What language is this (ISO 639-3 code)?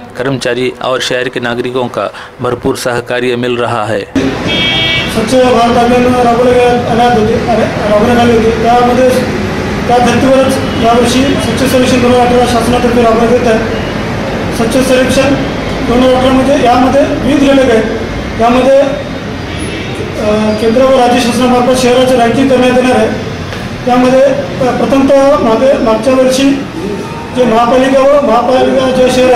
mar